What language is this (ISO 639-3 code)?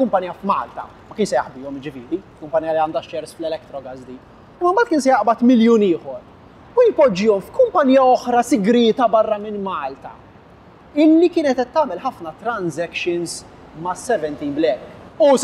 mlt